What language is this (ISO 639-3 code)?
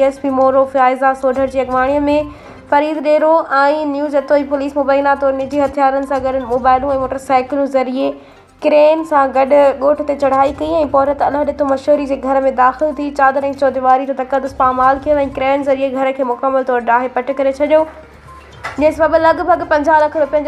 snd